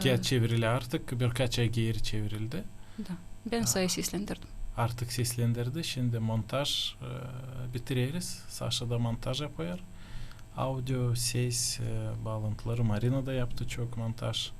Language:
Gagauz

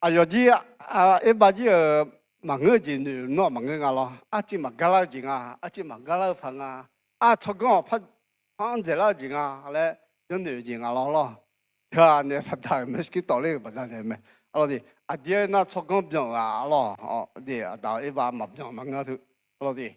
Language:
Akha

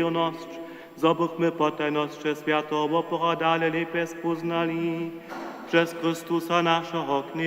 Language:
Upper Sorbian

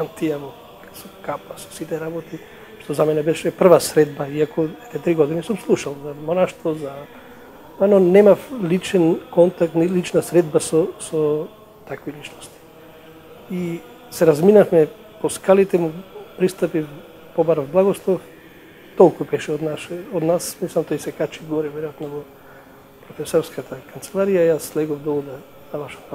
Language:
Macedonian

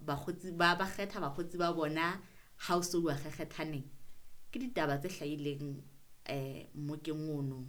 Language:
Southern Sotho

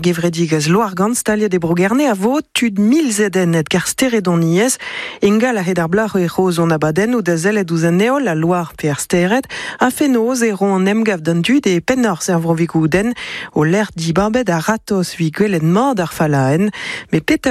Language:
Breton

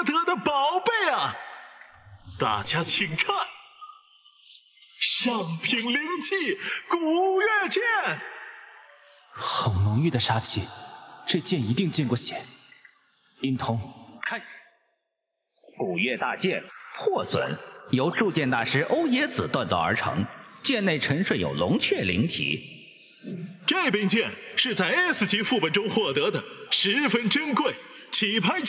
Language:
Chinese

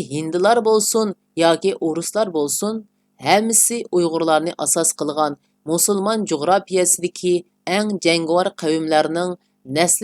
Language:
Uyghur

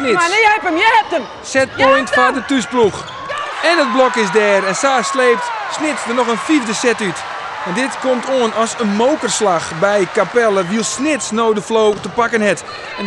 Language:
Western Frisian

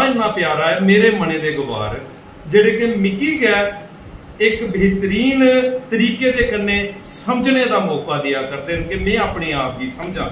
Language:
Dogri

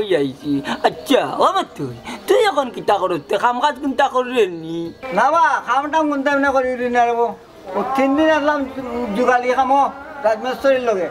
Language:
Sylheti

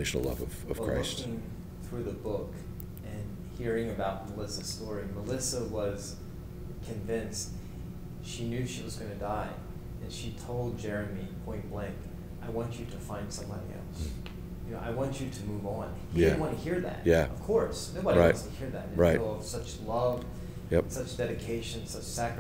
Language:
English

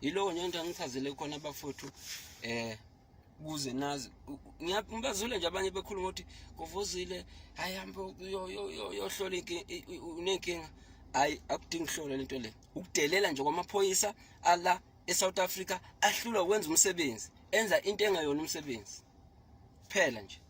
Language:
Zulu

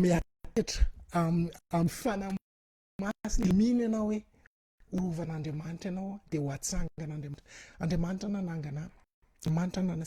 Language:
Malagasy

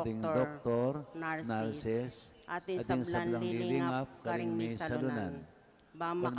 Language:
Pampanga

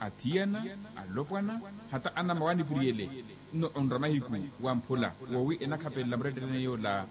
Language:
Makhuwa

